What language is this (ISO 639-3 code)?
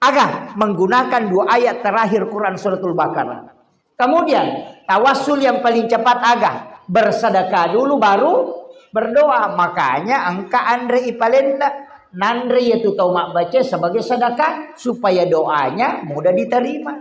bug